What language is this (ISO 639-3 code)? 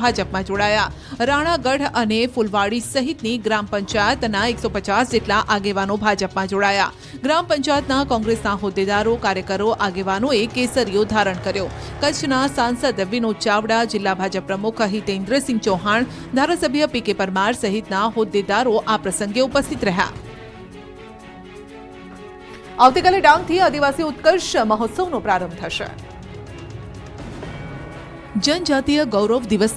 guj